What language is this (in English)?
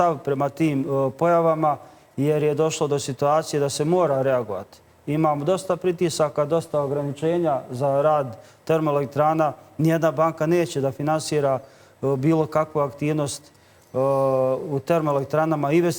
Bosnian